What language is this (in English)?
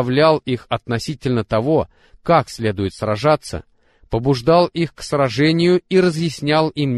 Russian